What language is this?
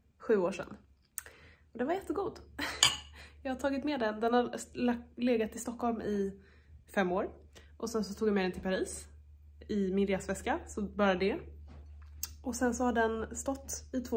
Swedish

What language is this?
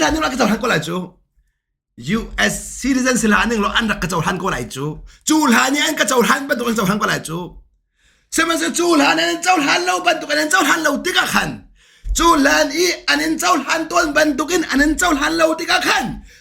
Hakha Chin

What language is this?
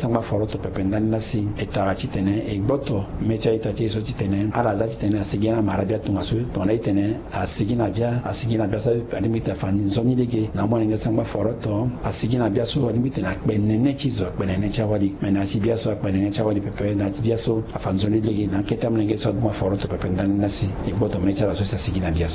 Sango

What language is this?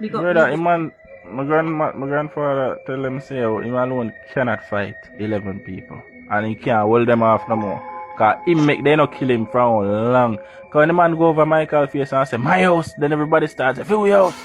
Jamaican Creole English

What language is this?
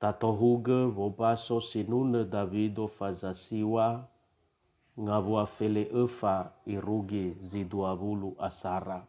Nias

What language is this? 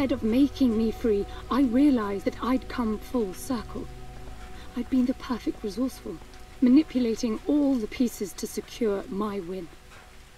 English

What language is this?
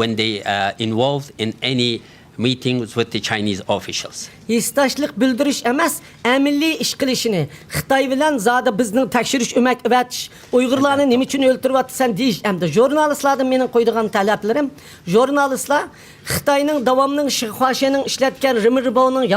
Uyghur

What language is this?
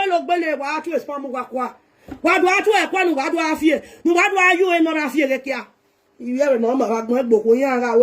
Nigerian Pidgin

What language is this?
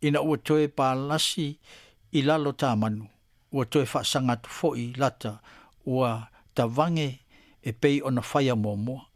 Samoan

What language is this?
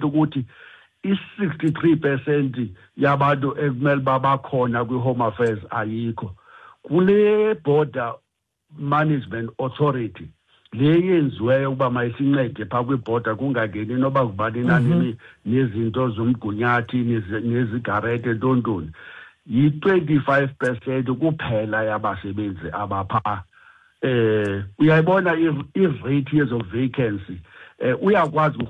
Xhosa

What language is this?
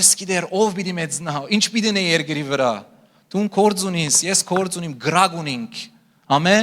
Western Armenian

